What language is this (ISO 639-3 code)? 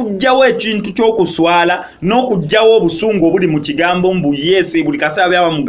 lug